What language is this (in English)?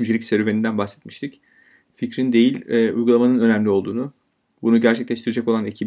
Turkish